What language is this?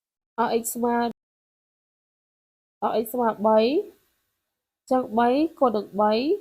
Khmer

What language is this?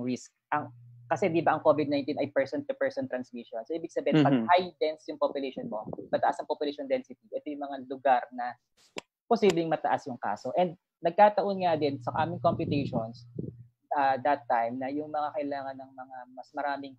Filipino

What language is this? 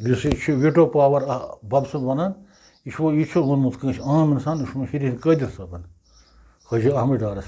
Kashmiri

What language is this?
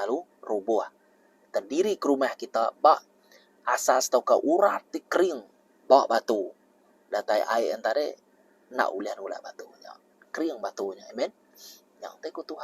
Iban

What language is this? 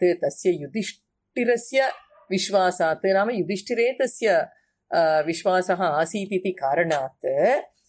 Sanskrit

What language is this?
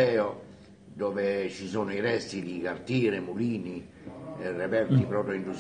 Italian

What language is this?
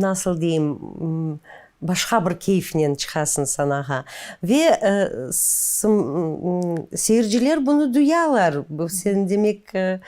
Crimean Tatar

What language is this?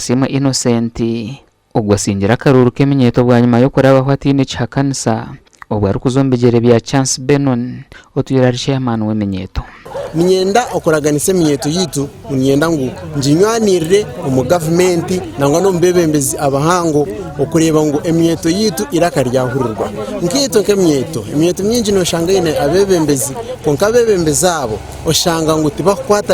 Nyankole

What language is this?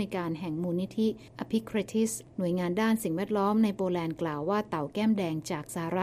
Thai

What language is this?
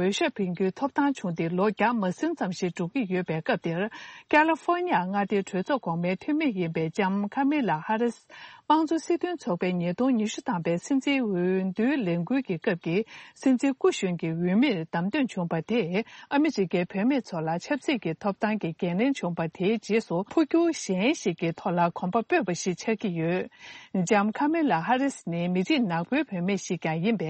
Tibetan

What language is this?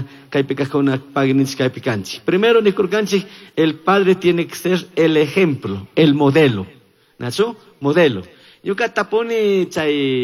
Chimborazo Highland Quichua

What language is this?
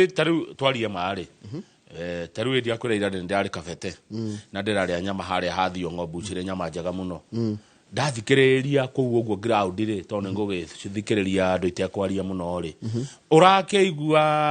Kikuyu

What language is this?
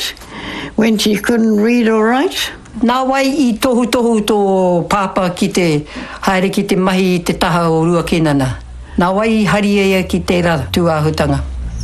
Māori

